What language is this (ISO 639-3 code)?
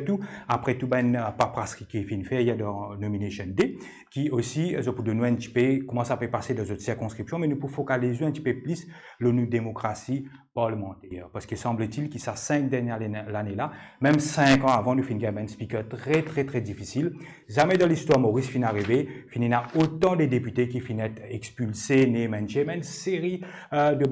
mfe